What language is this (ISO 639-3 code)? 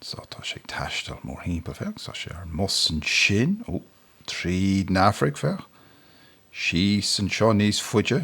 gle